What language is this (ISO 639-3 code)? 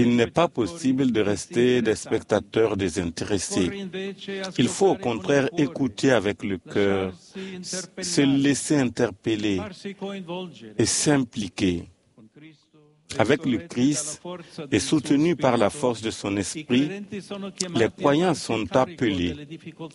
fra